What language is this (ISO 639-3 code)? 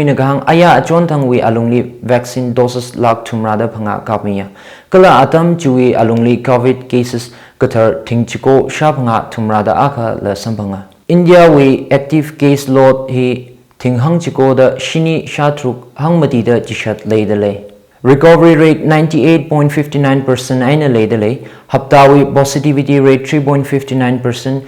nmf